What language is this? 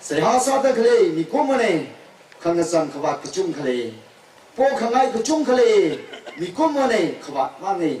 Tangkhul Naga (India)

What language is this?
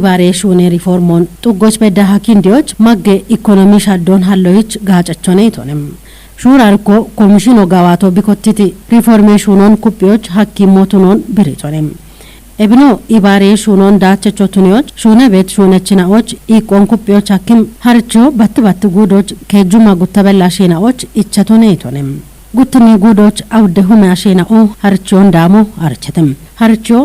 Kafa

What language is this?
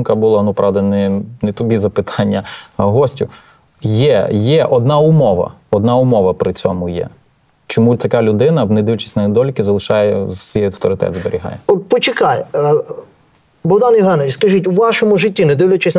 Ukrainian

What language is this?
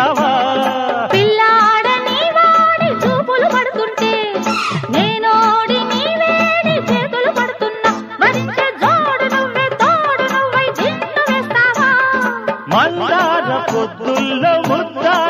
Telugu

